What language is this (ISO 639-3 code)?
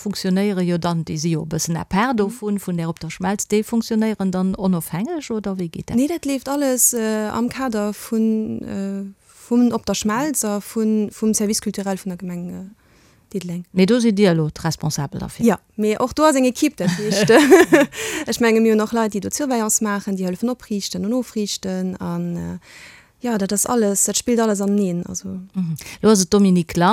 ltz